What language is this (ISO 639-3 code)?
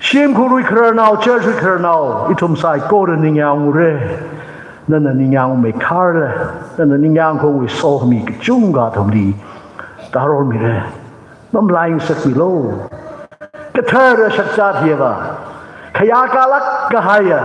nmf